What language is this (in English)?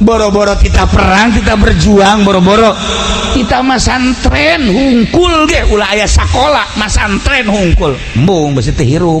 Sundanese